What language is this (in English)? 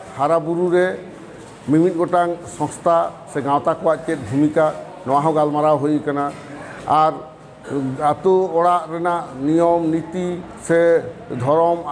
Santali